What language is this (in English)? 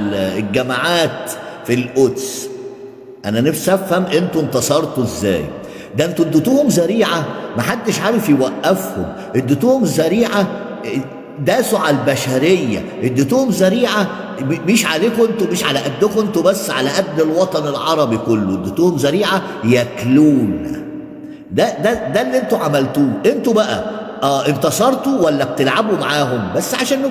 Egyptian Arabic